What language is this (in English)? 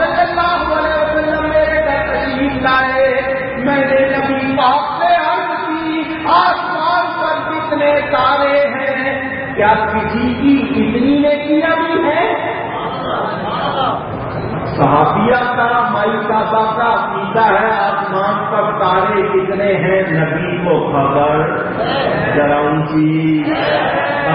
Urdu